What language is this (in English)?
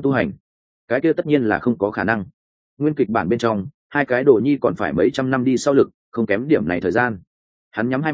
Vietnamese